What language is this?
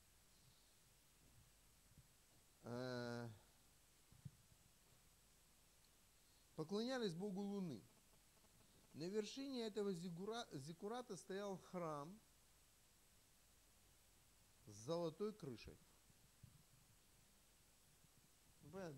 Russian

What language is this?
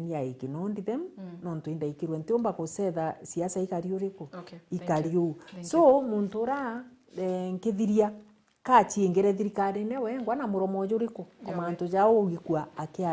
Meru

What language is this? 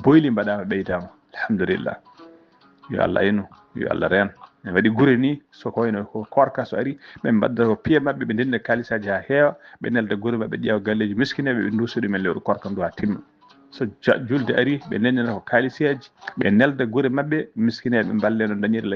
Fula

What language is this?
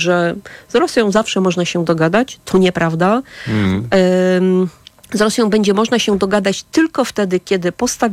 Polish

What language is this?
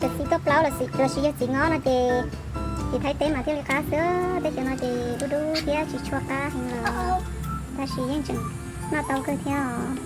Hmong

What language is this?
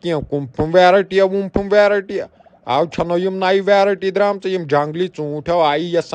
Kashmiri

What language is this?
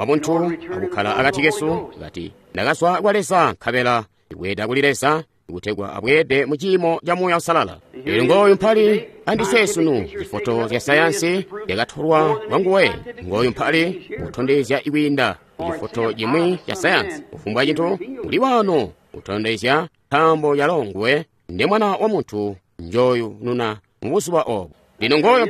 Tonga (Zambia)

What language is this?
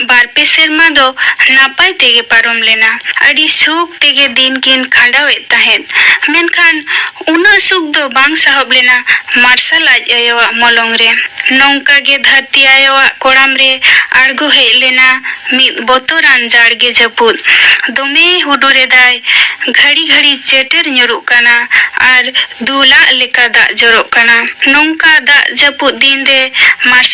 Santali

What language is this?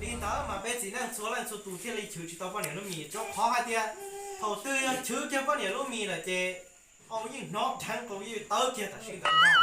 Hmong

